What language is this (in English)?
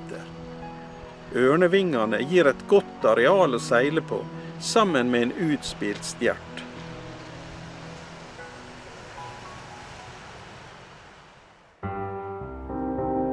Norwegian